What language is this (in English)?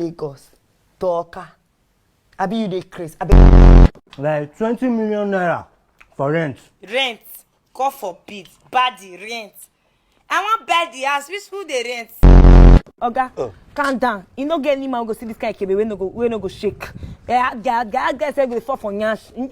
Nigerian Pidgin